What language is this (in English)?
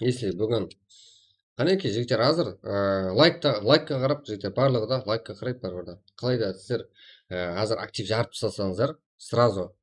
Kara-Kalpak